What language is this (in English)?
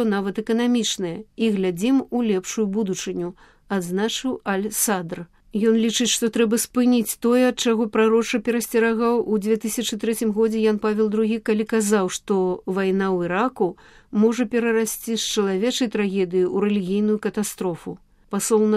Belarusian